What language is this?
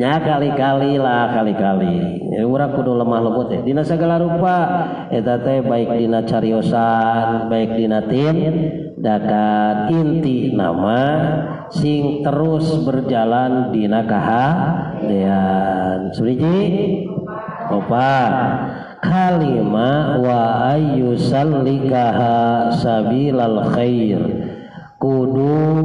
Sundanese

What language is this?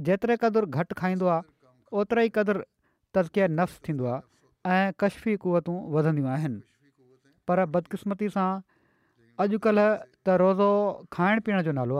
Sindhi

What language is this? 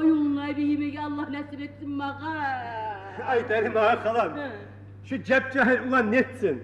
Kumyk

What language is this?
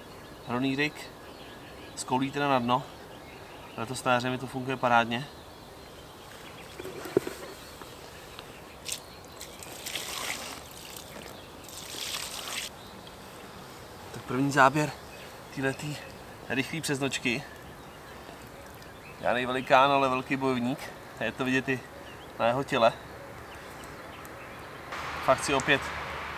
Czech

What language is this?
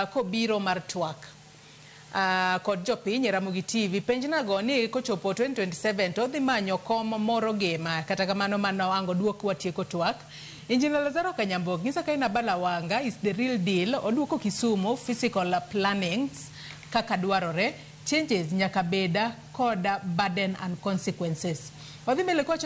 Luo (Kenya and Tanzania)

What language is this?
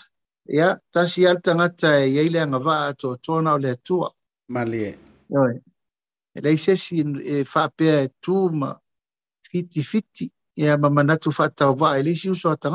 Samoan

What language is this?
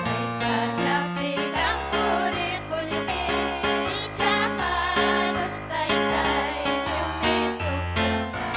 Ayacucho Quechua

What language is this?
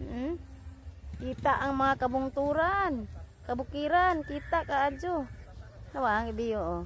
Cebuano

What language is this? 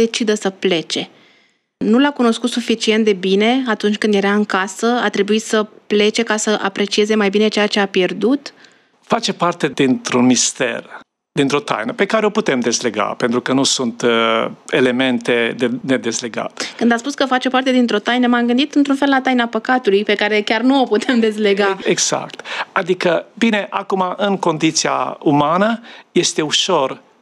Romanian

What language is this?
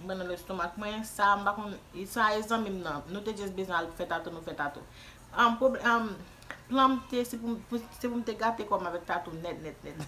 Haitian Creole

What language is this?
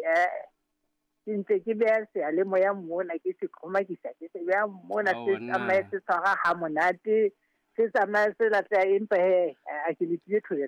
Southern Sotho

